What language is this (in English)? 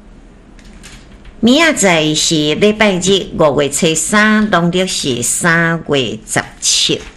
Min Nan Chinese